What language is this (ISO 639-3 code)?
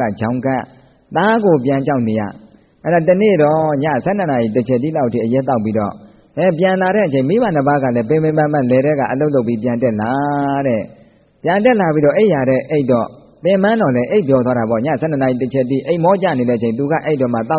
mya